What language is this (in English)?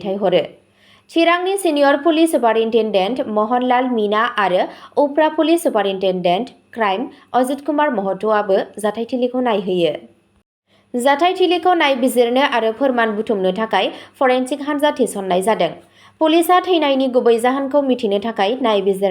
Bodo